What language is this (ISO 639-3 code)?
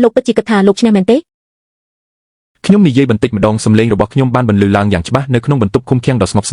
khm